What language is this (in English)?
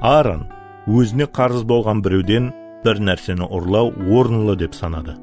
Kara-Kalpak